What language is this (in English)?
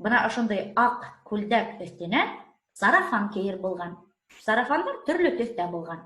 Bashkir